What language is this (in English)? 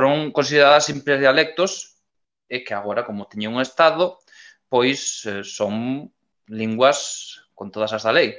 Galician